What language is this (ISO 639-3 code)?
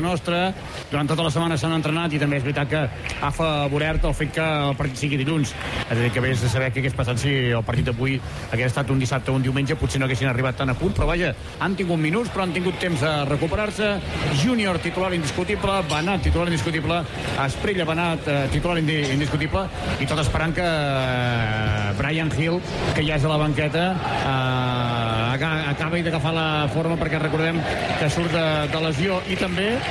cat